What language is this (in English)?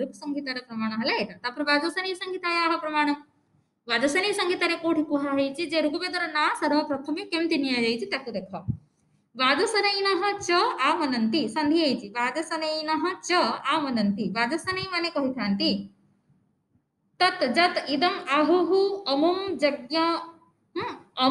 Odia